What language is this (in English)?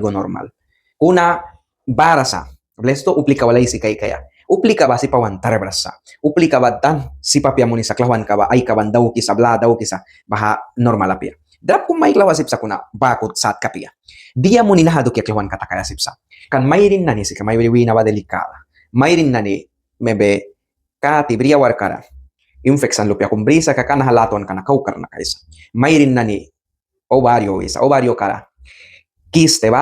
Mískito